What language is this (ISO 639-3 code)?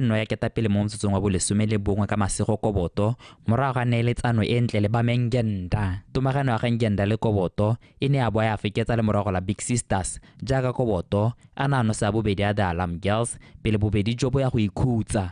tsn